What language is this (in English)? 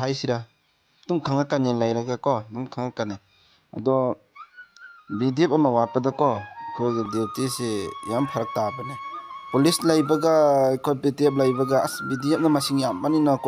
Manipuri